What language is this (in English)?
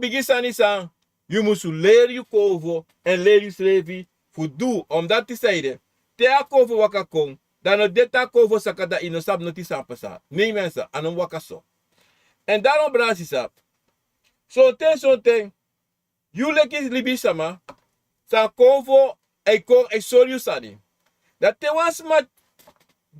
Sranan Tongo